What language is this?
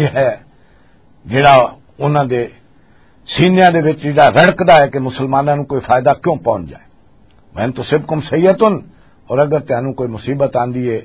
Western Panjabi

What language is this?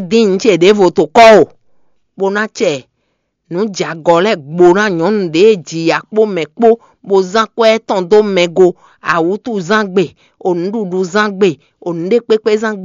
Fon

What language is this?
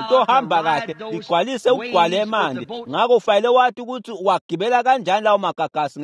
Swati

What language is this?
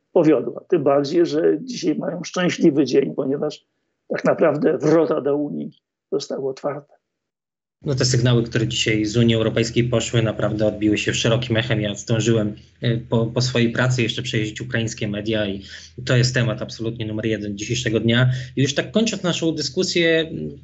Polish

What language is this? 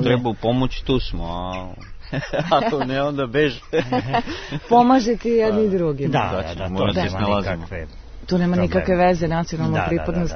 Serbian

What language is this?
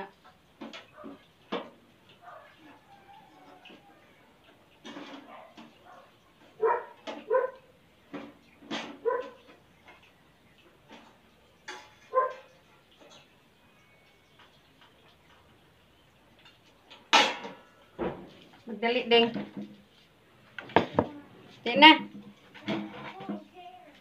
Filipino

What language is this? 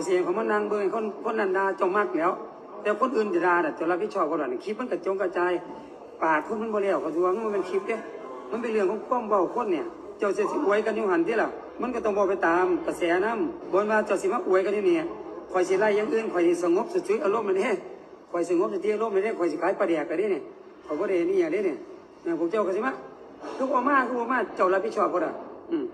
Northeastern Thai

